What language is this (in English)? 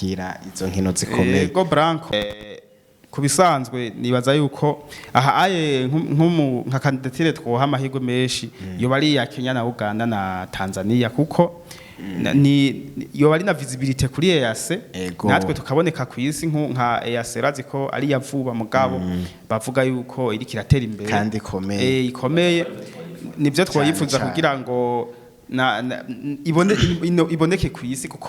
Rundi